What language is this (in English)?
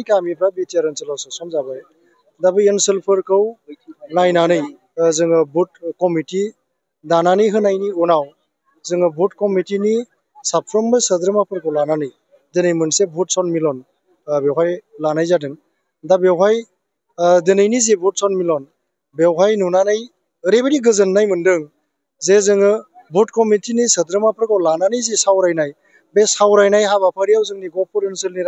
Bodo